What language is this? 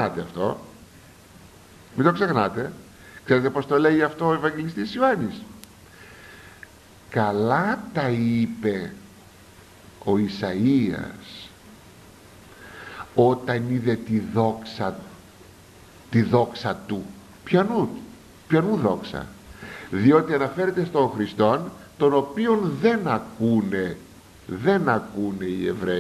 Greek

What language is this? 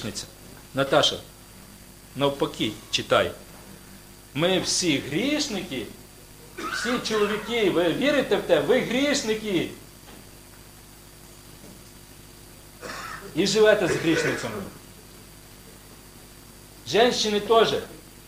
Ukrainian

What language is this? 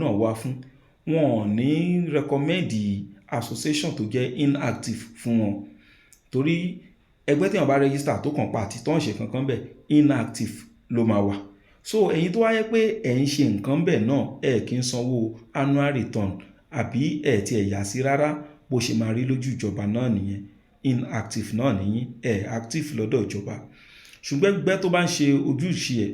Yoruba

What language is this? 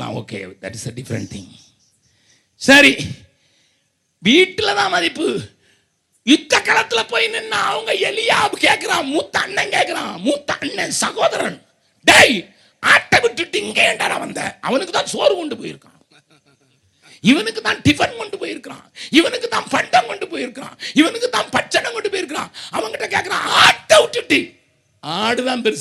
Tamil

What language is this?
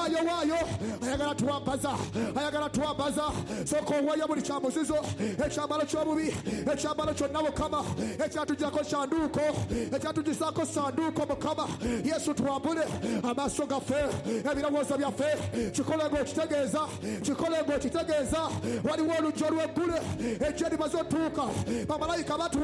Ganda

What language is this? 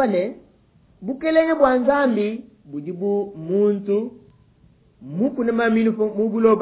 Luba-Lulua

